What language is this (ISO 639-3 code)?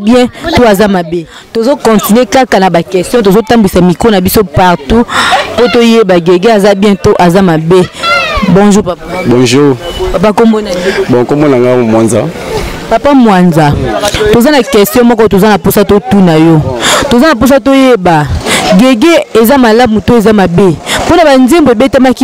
lin